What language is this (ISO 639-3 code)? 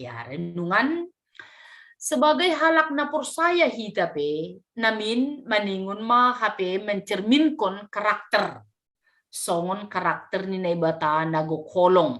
bts